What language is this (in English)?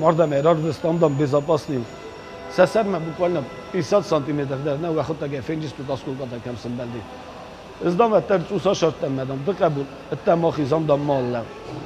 Ossetic